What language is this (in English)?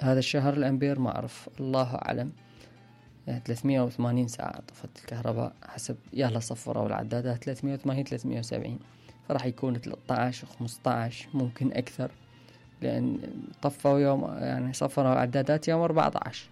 Mesopotamian Arabic